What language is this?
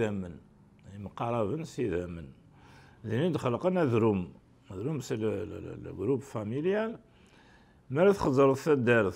Kabyle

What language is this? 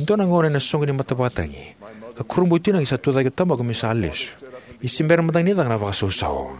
Fijian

